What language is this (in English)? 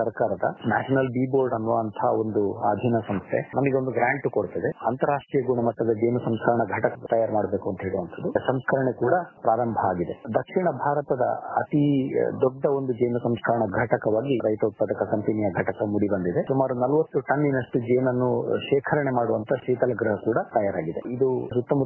Kannada